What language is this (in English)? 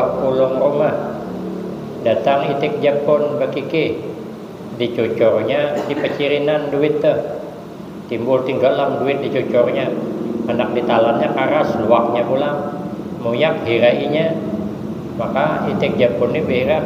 Banjar